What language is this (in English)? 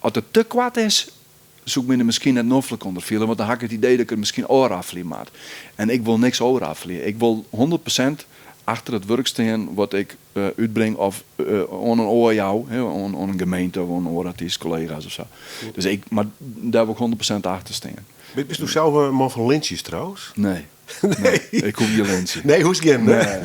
Western Frisian